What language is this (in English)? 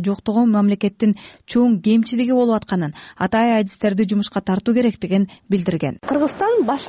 Kyrgyz